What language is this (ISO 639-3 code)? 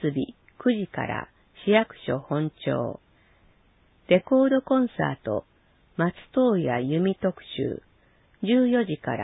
jpn